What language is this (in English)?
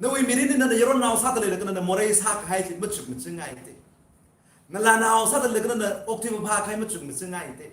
Tangkhul Naga (India)